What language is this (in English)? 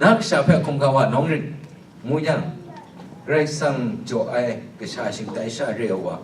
Kachin